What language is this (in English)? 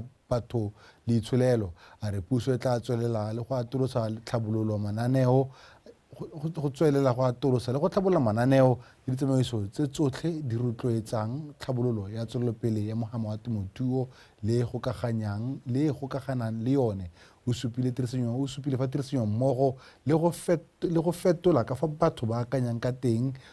Tswana